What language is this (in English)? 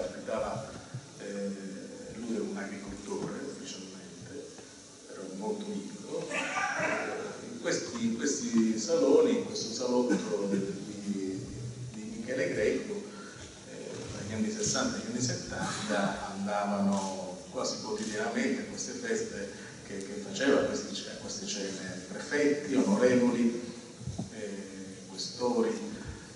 Italian